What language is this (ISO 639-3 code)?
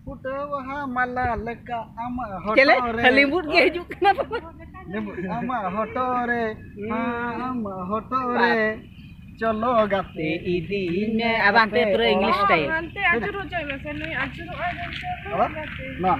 sat